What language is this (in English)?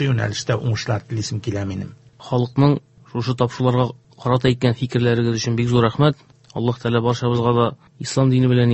Tatar